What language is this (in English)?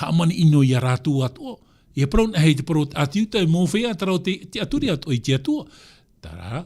Tahitian